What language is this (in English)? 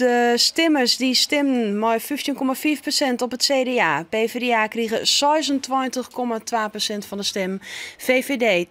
Western Frisian